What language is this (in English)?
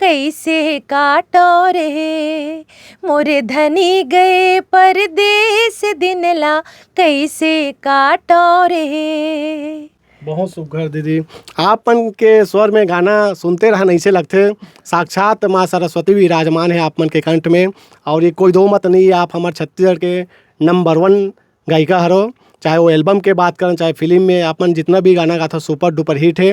Chhattisgarhi